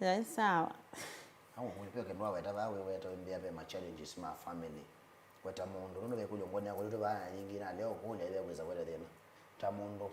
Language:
Kamba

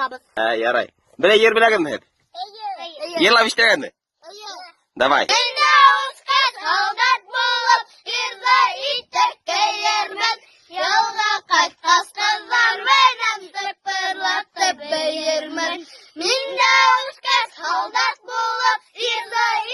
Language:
Bashkir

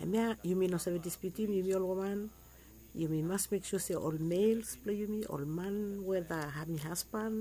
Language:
Bislama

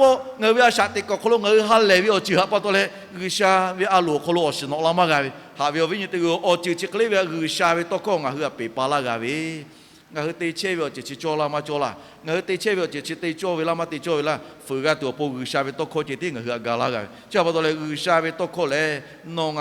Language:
Lahu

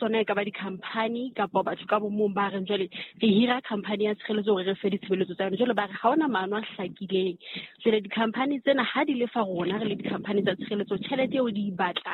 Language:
Southern Sotho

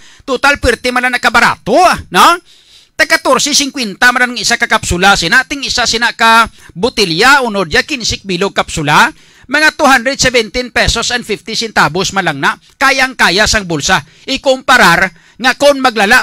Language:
Hiligaynon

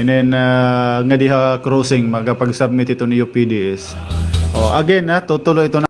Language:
Waray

